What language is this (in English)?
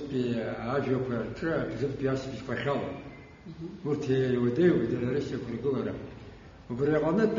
Abkhazian